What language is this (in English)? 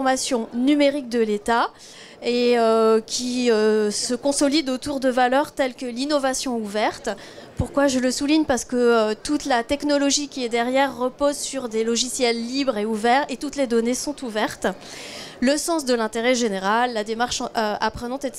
French